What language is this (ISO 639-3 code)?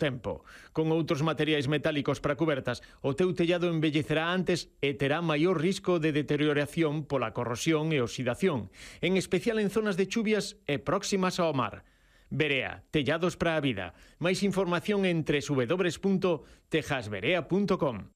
glg